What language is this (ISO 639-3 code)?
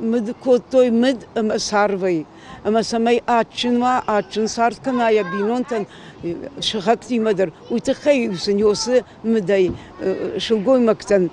oss